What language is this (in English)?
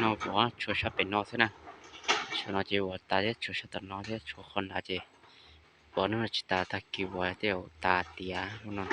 Hmong